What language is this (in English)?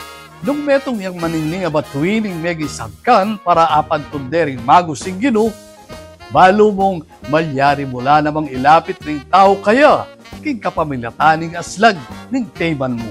Pampanga